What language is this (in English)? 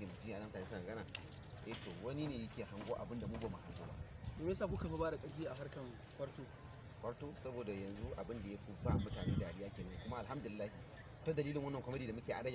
Hausa